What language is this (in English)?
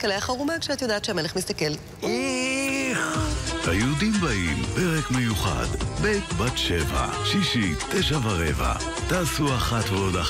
Hebrew